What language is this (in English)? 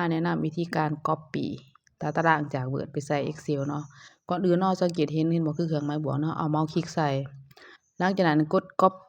Lao